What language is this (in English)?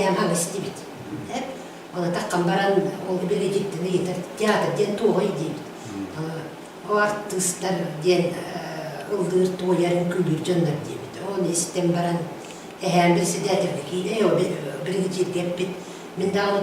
Yakut